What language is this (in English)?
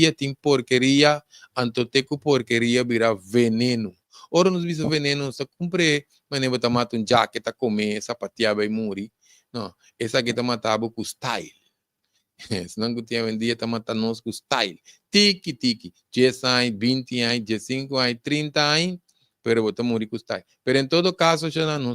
Papiamento